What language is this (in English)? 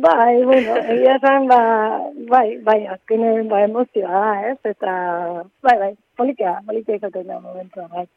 Basque